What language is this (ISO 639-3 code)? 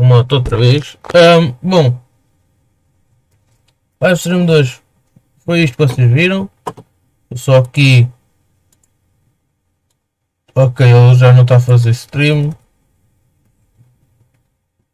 por